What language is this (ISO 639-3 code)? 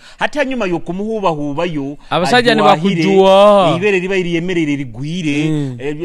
nyo